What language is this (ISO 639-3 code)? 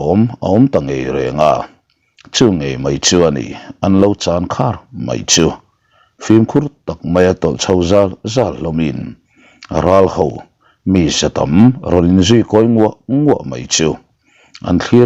lus